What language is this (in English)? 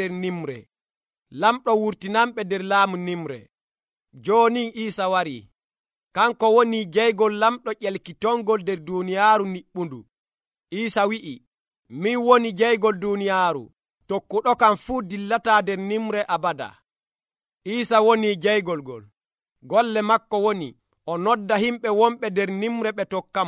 Nigerian Fulfulde